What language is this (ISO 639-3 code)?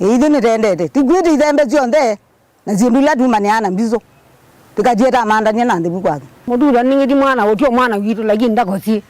kam